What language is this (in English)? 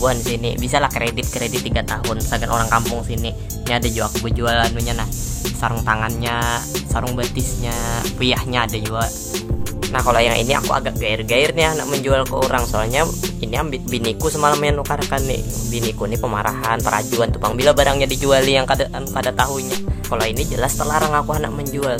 Banjar